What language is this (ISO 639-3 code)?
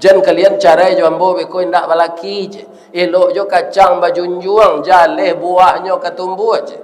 min